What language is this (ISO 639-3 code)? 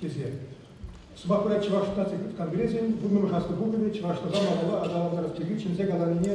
chv